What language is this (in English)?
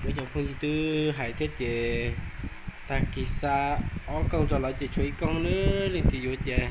Hmong